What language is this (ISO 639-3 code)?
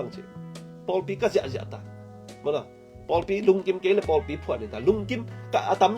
ctd